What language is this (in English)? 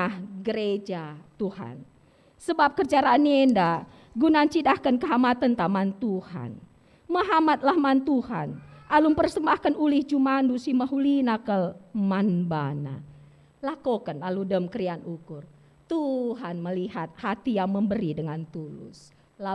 Batak Karo